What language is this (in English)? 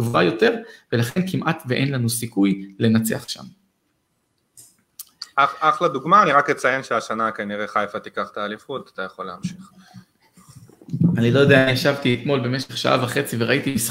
Hebrew